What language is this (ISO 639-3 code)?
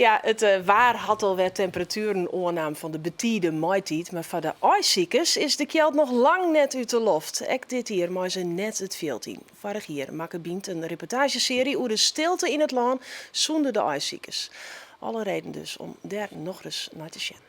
fry